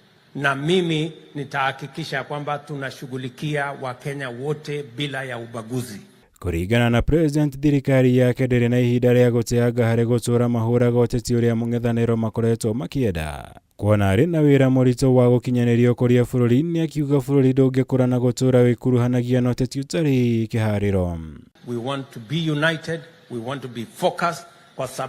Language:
Kikuyu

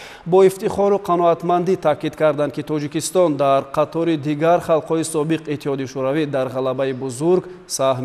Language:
Tajik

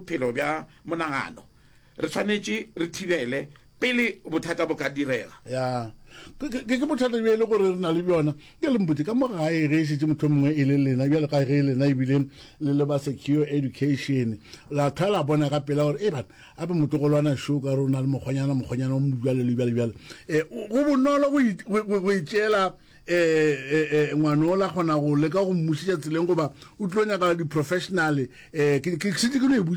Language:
Northern Sotho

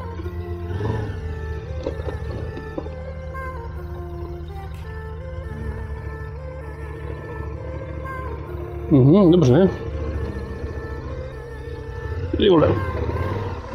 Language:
Czech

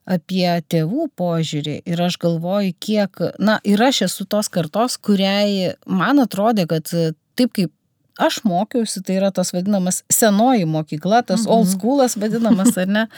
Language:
Lithuanian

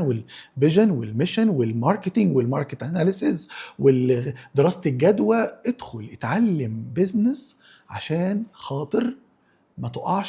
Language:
Egyptian Arabic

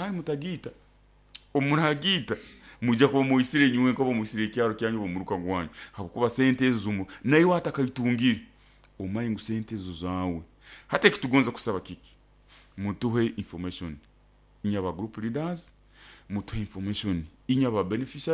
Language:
Nyoro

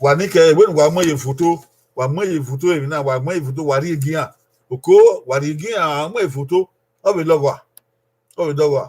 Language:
Bini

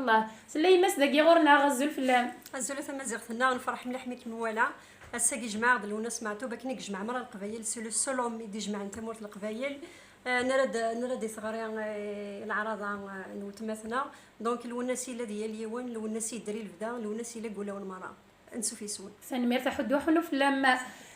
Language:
Kabyle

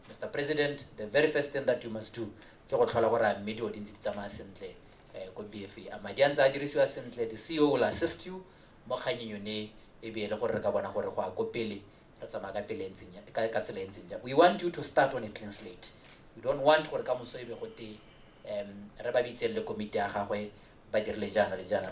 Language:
Tswana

